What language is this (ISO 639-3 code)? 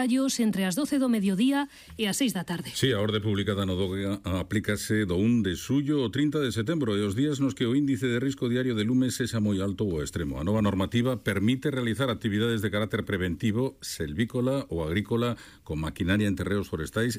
glg